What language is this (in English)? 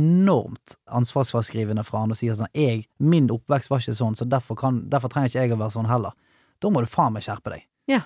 Norwegian